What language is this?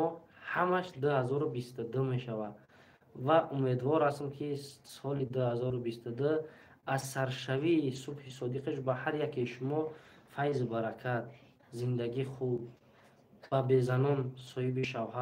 Tajik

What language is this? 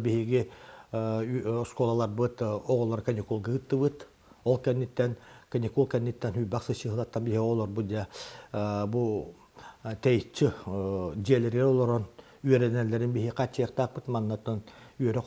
Yakut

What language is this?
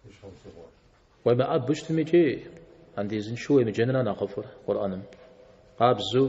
Kabardian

